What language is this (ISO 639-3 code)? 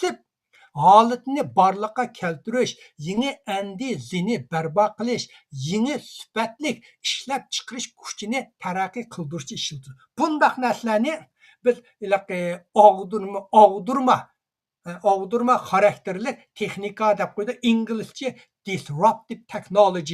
uig